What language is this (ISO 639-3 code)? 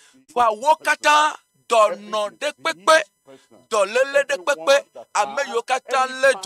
ewe